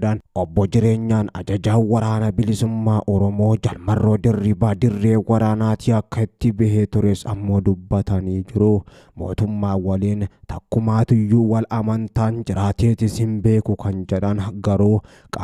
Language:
Oromo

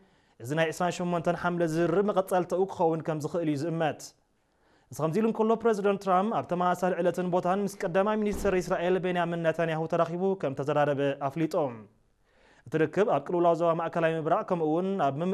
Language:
Tigrinya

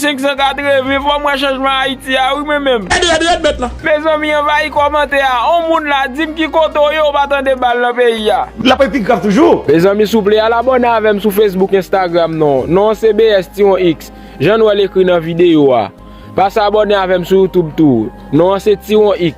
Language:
Haitian Creole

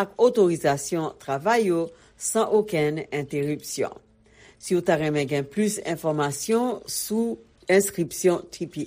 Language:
Haitian Creole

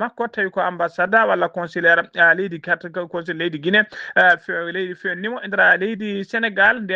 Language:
Fula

